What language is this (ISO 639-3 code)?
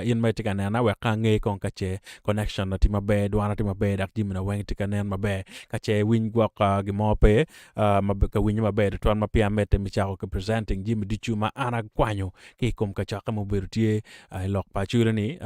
ach